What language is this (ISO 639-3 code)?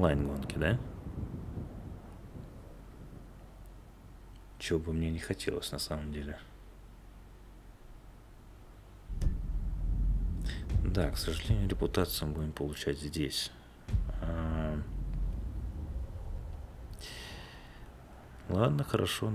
rus